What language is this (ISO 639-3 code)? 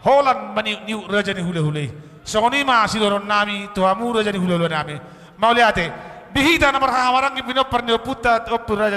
bbc